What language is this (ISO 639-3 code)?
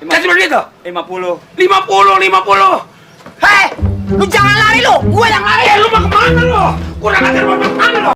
bew